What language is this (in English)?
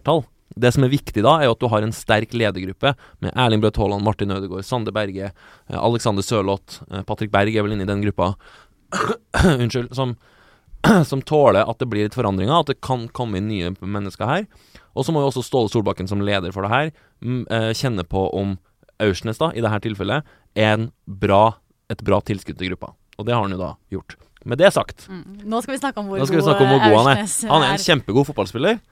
Norwegian